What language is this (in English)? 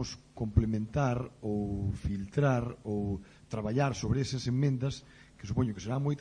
Galician